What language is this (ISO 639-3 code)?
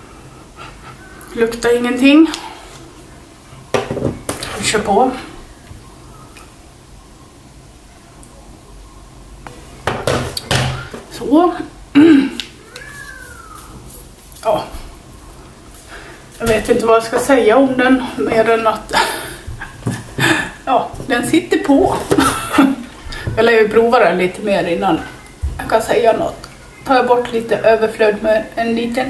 swe